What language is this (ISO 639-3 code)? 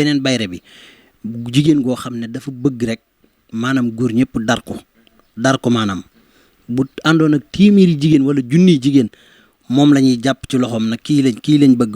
wol